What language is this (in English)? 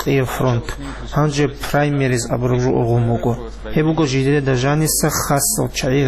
Avaric